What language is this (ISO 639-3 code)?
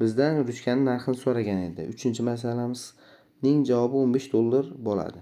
uzb